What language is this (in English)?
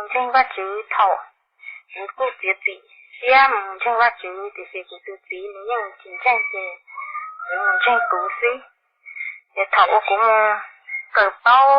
Hmong